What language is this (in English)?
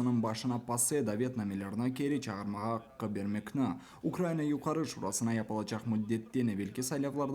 Crimean Tatar